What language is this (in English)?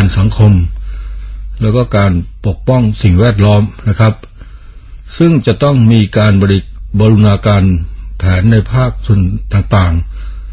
Thai